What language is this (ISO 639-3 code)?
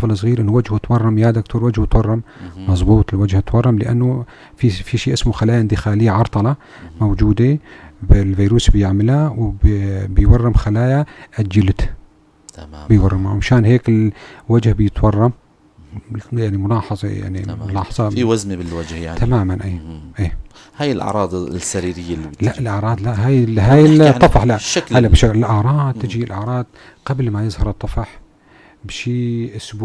apc